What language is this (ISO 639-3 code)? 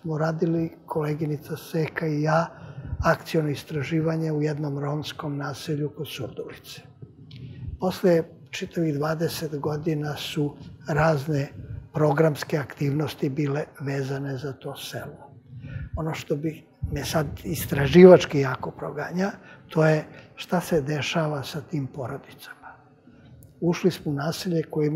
srp